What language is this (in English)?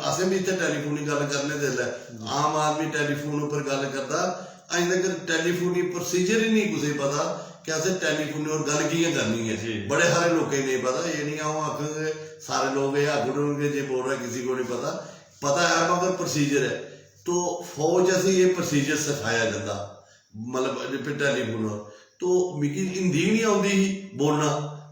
Dogri